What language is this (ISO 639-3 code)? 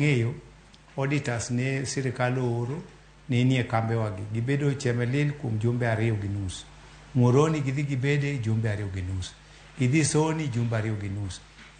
luo